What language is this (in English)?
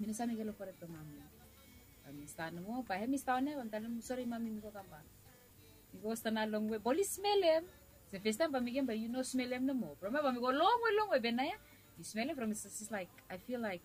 Bislama